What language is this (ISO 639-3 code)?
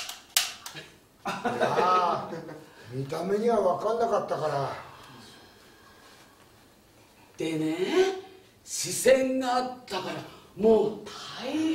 jpn